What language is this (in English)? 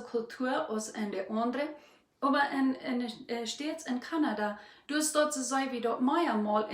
Plautdietsch